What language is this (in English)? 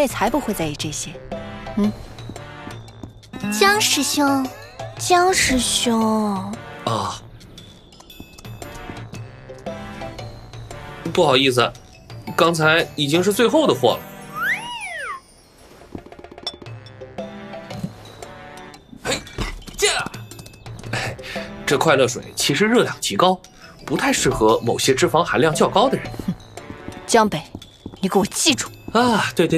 Chinese